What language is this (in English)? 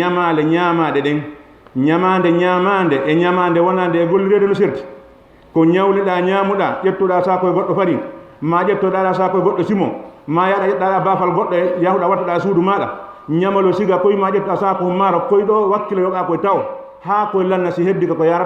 Fula